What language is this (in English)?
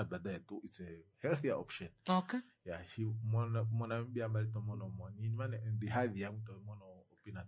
Kuanyama